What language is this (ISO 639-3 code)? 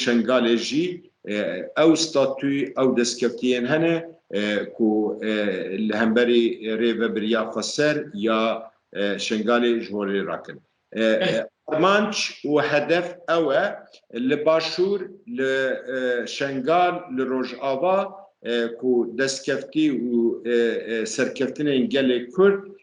kur